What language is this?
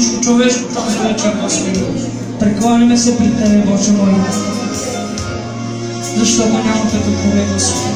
Bulgarian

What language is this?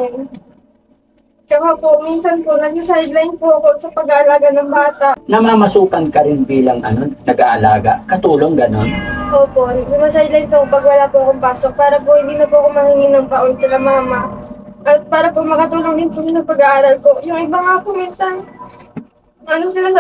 Filipino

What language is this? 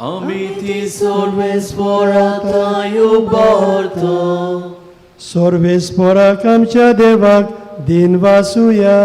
Konkani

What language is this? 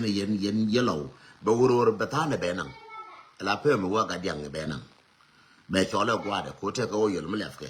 Nuer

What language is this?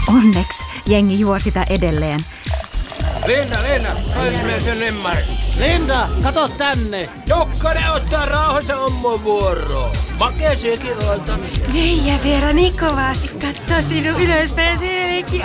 Finnish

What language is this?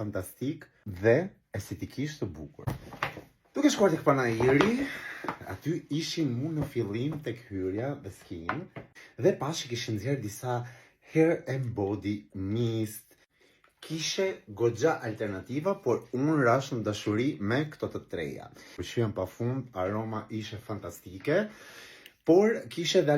Albanian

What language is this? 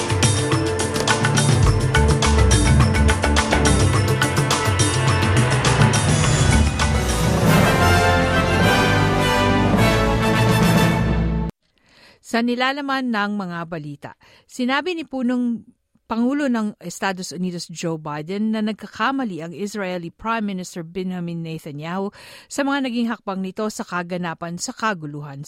Filipino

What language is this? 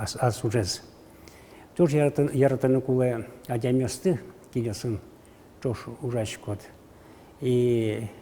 Udmurt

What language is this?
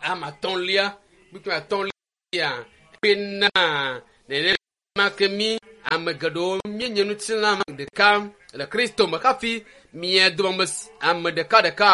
Ewe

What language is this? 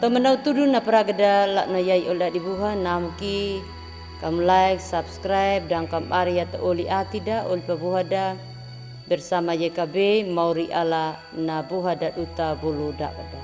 Anakalangu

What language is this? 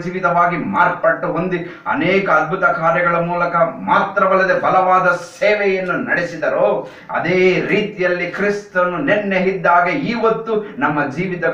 Kannada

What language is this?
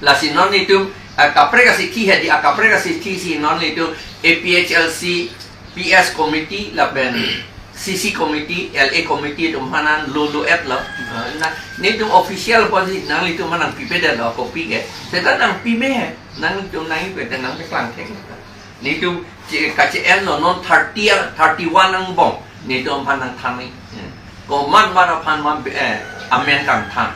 Karbi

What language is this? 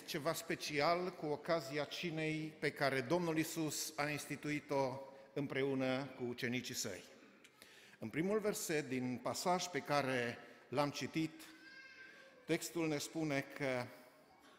Romanian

